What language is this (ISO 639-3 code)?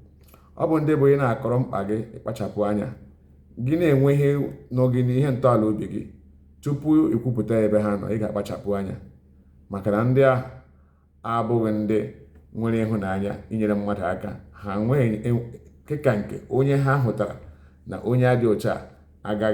ibo